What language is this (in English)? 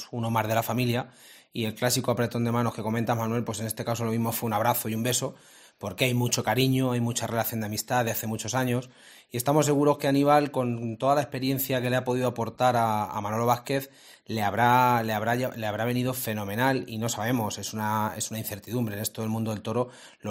Spanish